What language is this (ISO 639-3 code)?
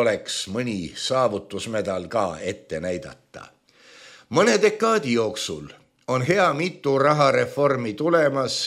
est